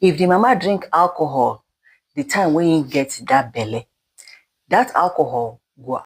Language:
Nigerian Pidgin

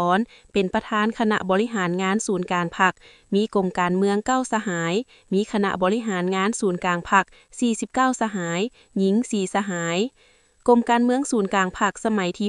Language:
Lao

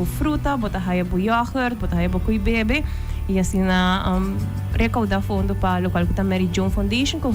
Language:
Papiamento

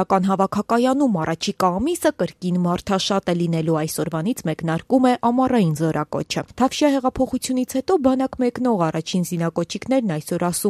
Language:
Armenian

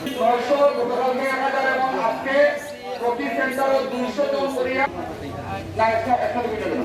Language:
Sylheti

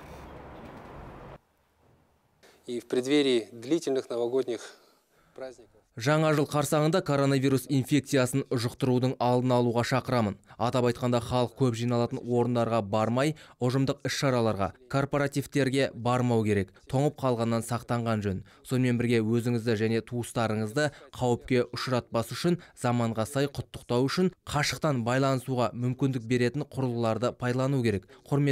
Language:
Kazakh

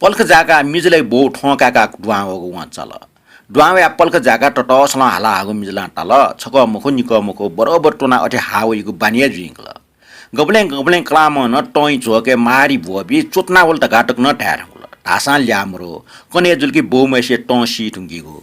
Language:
Newari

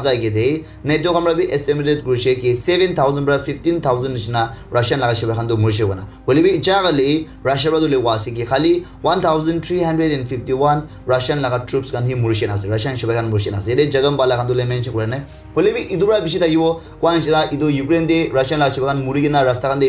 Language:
Naga Pidgin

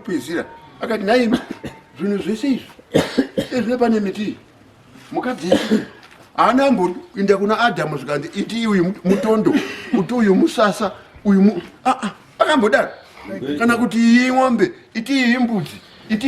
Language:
Shona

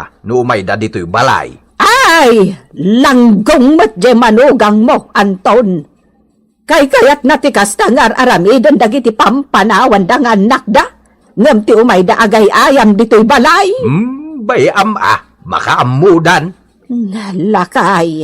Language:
Iloko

